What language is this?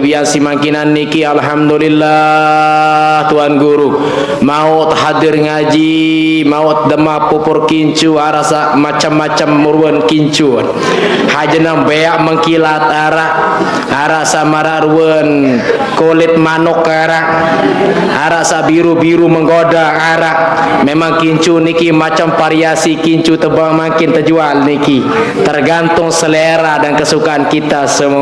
Sasak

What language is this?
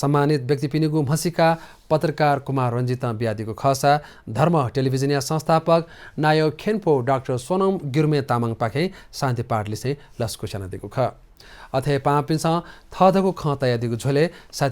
Newari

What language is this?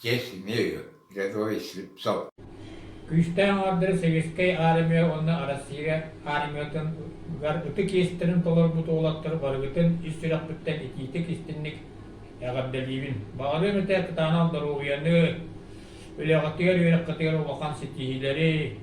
Yakut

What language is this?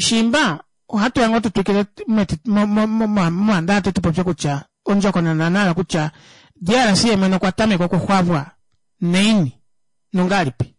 Kuanyama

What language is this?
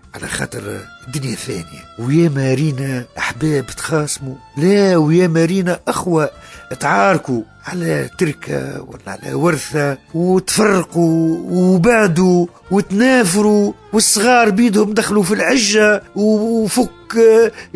Tunisian Arabic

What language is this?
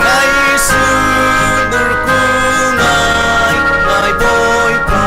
Falam Chin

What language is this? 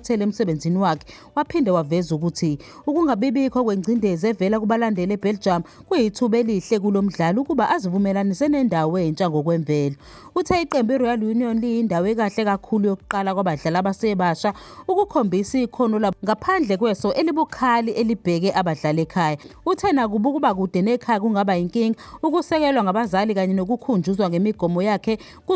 Zulu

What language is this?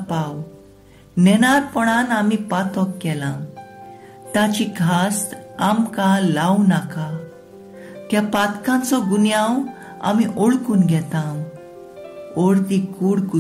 Konkani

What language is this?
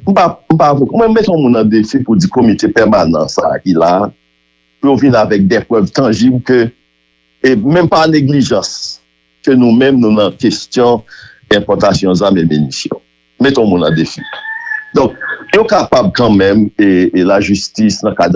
Haitian Creole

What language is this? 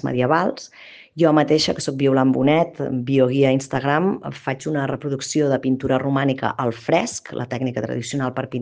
Catalan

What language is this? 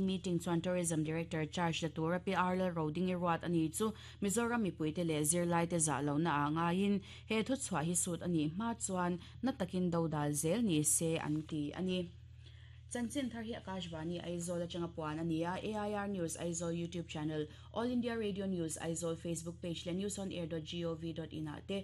Mizo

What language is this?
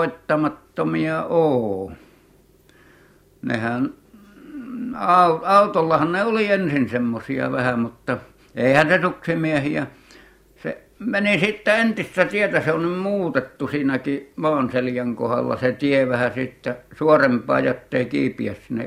Finnish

